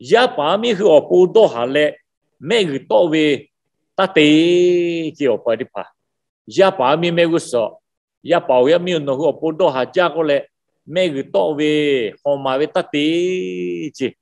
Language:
Lahu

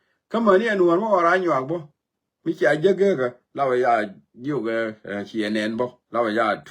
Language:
Nuer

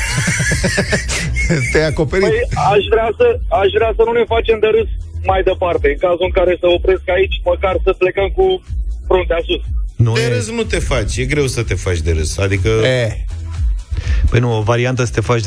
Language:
Romanian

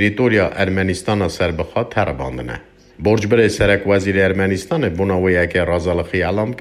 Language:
Kurdish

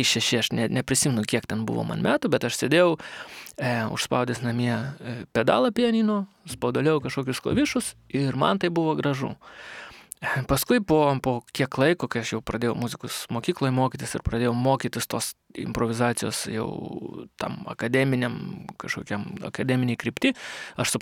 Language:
Lithuanian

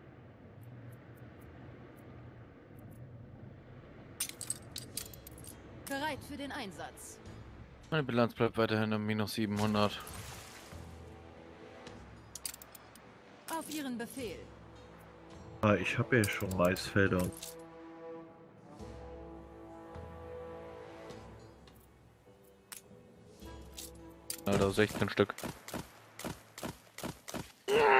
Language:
German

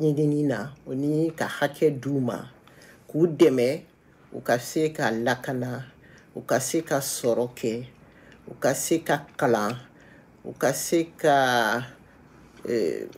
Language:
Bambara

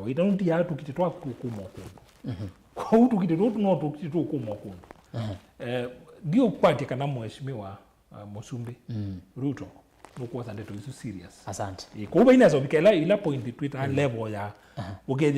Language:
Kamba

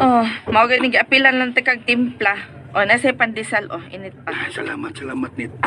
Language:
Cebuano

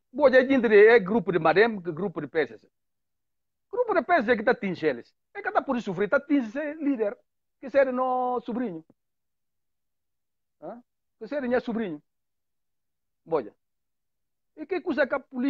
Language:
Upper Guinea Crioulo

